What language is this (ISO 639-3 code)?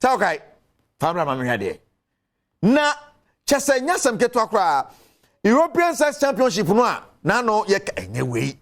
aka